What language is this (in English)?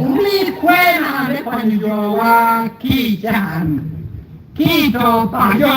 Acoli